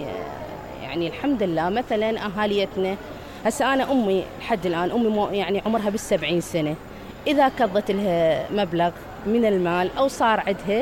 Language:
Mesopotamian Arabic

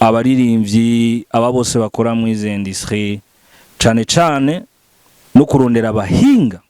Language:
Rundi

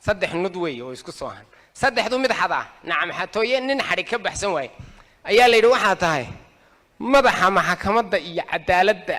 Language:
Somali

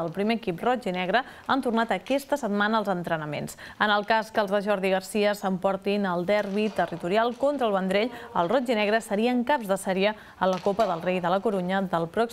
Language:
Catalan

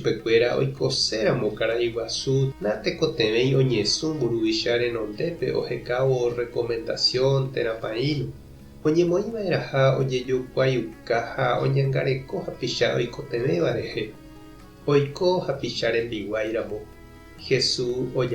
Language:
Guarani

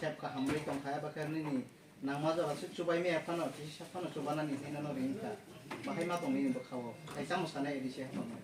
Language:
Kok Borok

